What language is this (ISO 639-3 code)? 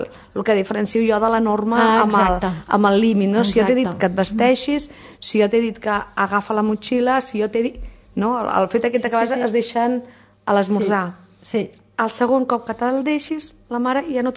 cat